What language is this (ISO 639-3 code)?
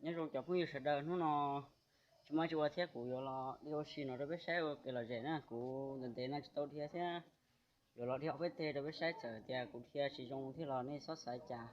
hmn